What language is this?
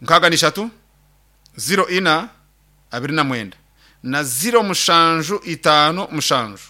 Nyankole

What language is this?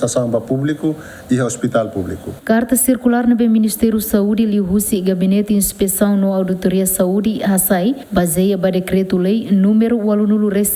Tetum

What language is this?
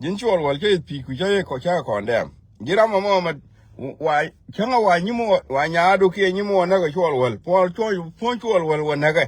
Nuer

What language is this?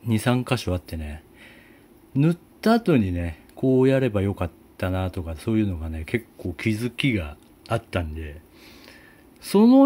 Japanese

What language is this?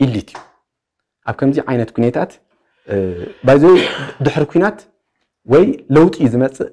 Tigrinya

